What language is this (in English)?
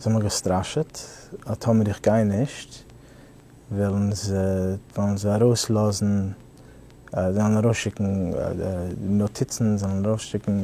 Yiddish